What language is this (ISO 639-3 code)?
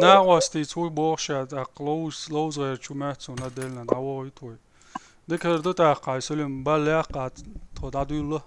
che